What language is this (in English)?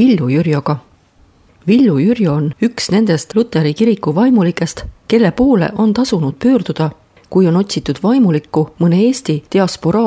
Estonian